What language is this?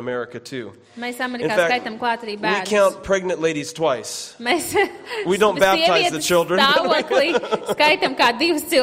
Latvian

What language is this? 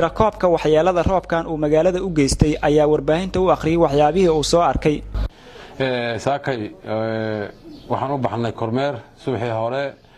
Somali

